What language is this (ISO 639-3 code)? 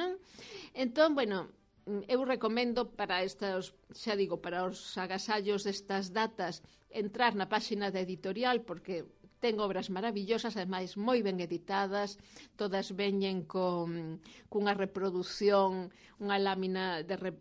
glg